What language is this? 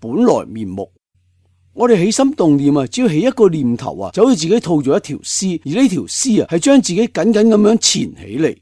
Cantonese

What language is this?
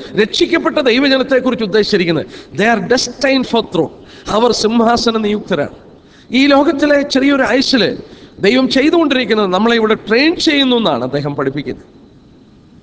Malayalam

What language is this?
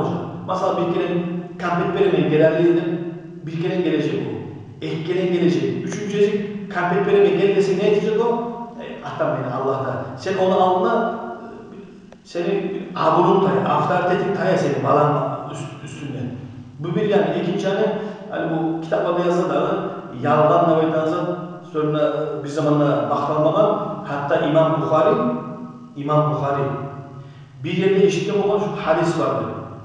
Kumyk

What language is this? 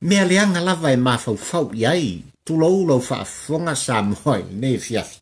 Samoan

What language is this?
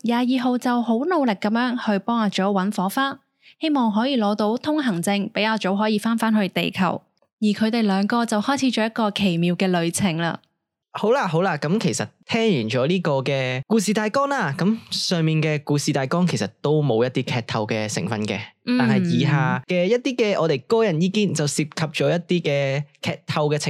Cantonese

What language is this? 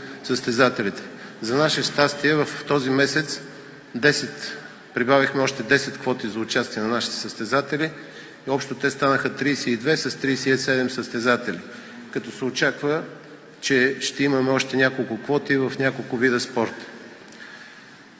Bulgarian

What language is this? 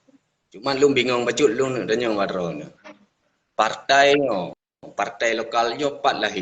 Achinese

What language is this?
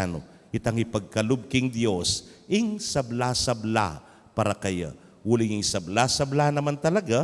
Pampanga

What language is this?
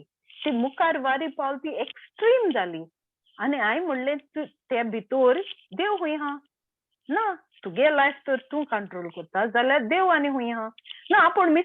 Konkani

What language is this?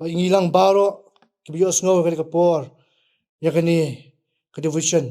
Khasi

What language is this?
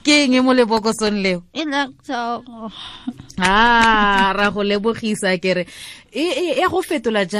Tswana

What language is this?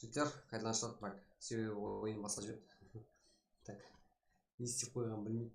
Kara-Kalpak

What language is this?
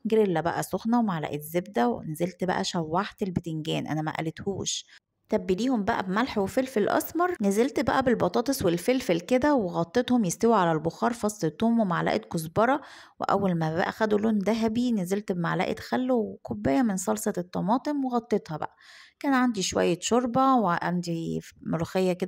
Egyptian Arabic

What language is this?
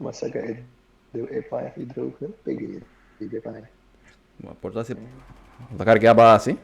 Papiamento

